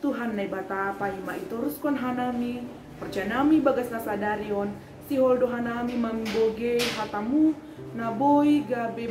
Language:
Batak Simalungun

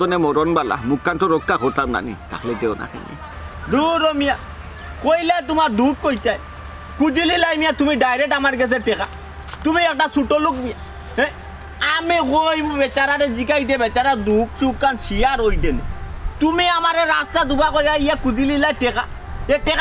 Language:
Sylheti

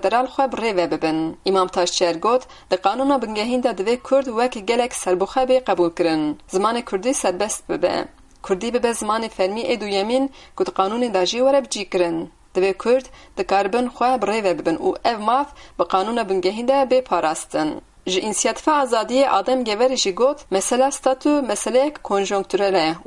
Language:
Kurdish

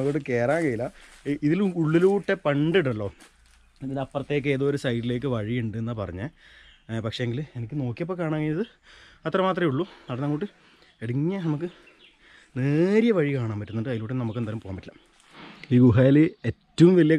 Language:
Malayalam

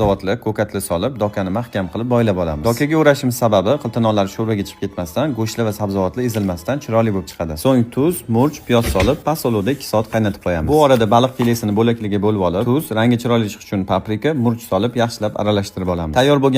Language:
Uzbek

